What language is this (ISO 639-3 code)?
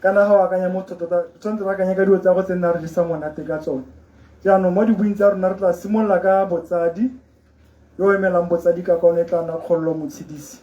tsn